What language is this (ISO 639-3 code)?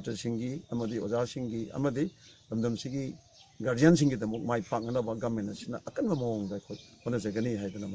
mni